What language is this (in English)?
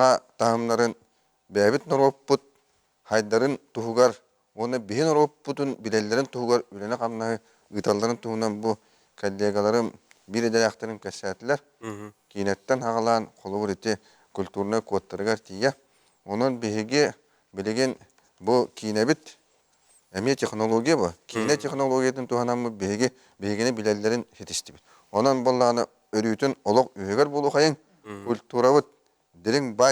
Yakut